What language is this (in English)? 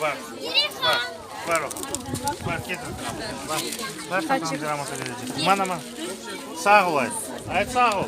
Crimean Tatar